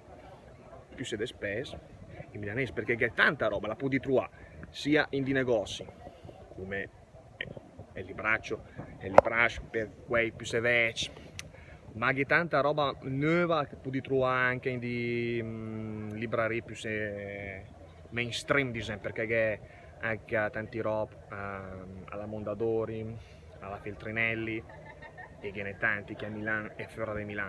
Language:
Lombard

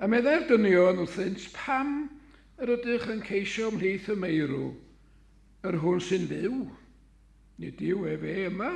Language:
Welsh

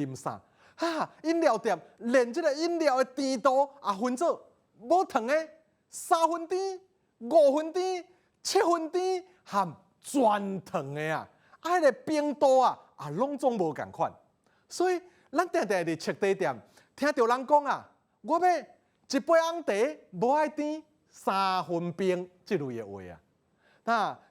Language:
Min Nan Chinese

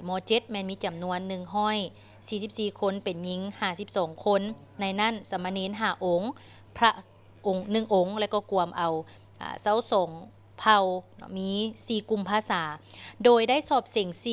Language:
Lao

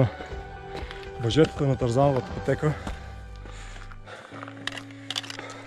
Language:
Bulgarian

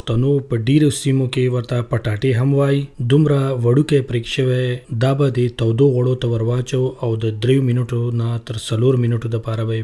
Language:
Pashto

